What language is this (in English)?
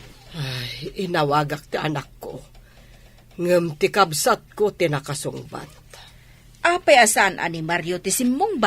Iloko